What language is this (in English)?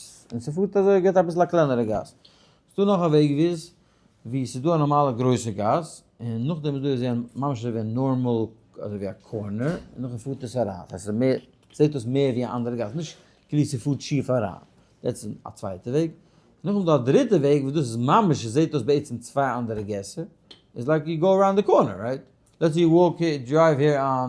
Yiddish